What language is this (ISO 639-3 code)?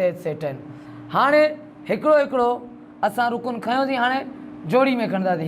snd